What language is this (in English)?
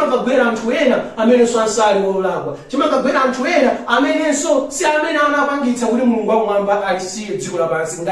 Nyanja